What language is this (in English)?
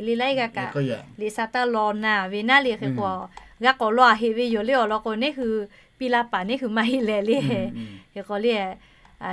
Lahu